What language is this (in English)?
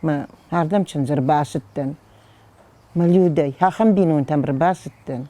Ossetic